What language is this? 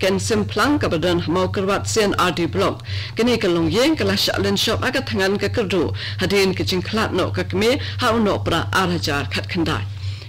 Khasi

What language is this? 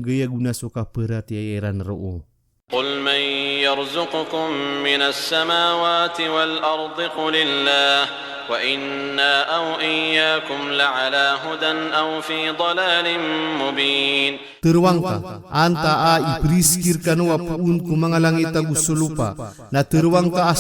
Maranao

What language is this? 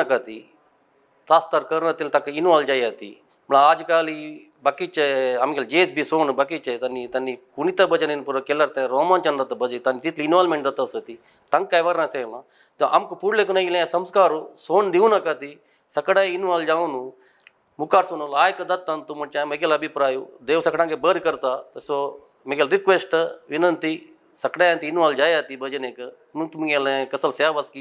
Konkani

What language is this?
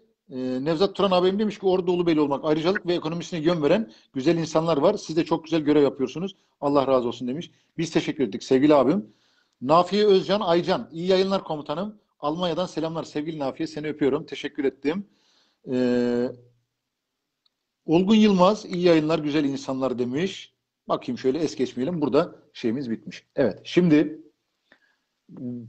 Turkish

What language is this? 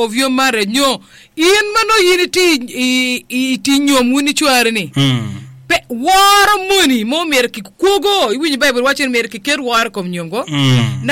Acoli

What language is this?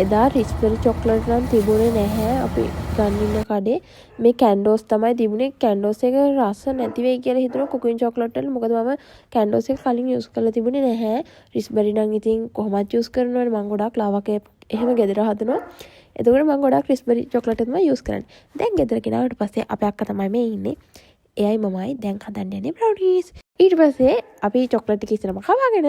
Sinhala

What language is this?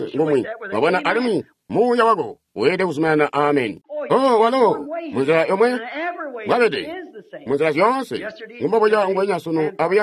Tonga (Zambia)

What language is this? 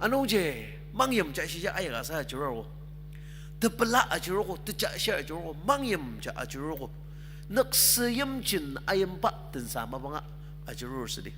Ao Naga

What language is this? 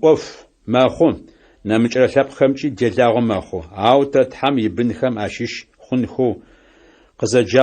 Adyghe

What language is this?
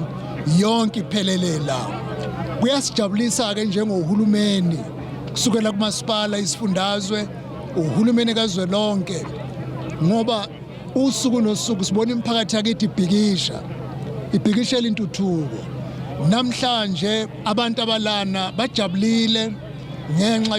Zulu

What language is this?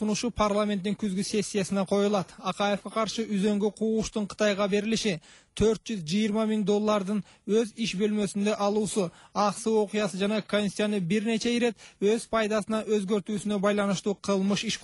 Kyrgyz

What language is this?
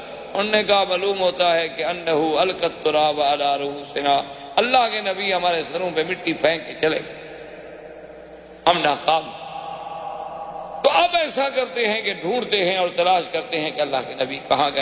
Urdu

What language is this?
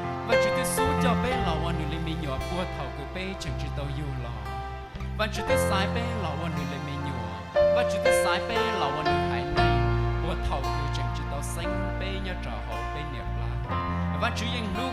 Hmong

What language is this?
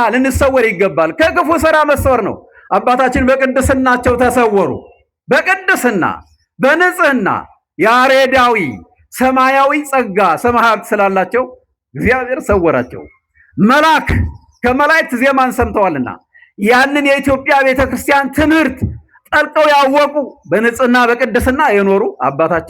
Amharic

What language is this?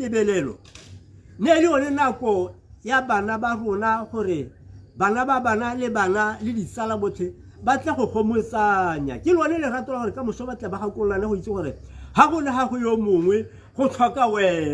Tswana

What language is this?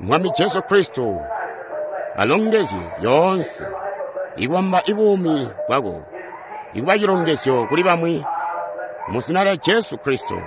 Tonga (Zambia)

